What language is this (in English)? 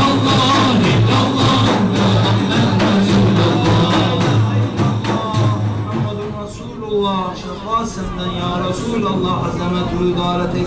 Turkish